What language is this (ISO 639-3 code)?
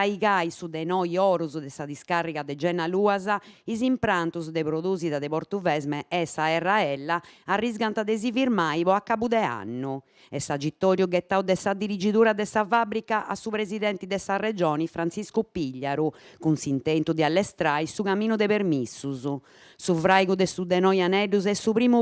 srd